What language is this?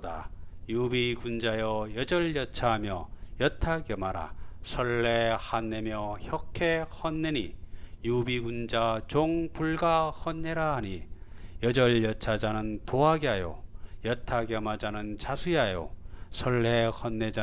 Korean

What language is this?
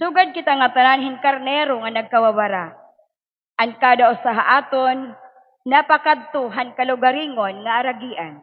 Waray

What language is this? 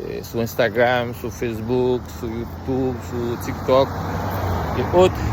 Haitian Creole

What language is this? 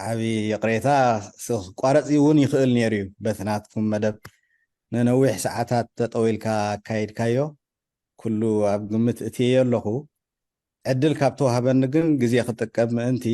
Tigrinya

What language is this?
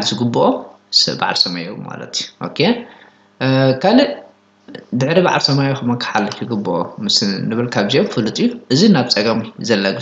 Tigrinya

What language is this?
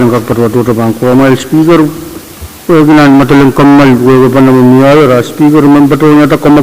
Pohnpeian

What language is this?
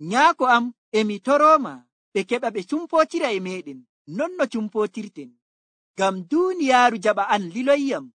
Nigerian Fulfulde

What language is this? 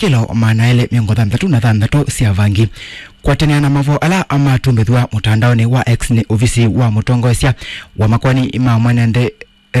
Kamba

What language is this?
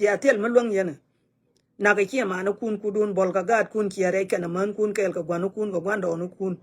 Nuer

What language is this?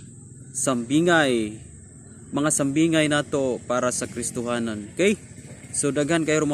Cebuano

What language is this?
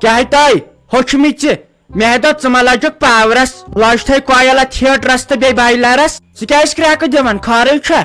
Kashmiri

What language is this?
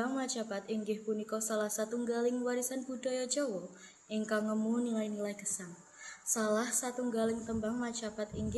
Javanese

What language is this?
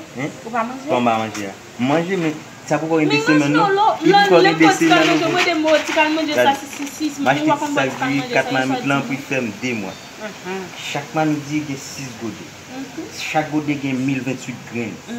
Haitian Creole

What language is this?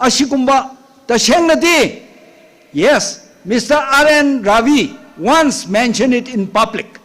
Tangkhul Naga (India)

